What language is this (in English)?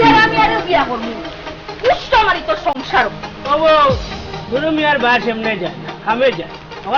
Sylheti